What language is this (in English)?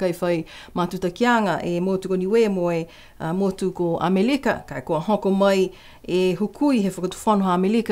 Niuean